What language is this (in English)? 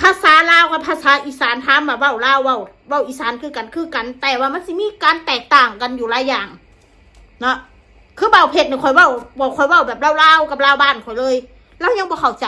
Northeastern Thai